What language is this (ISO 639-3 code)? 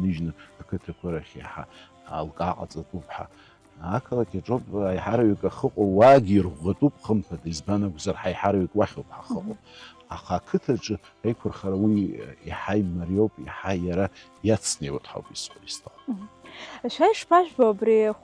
abk